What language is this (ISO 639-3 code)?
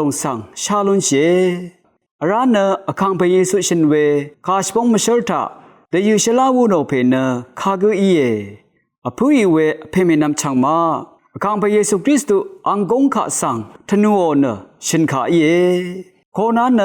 raw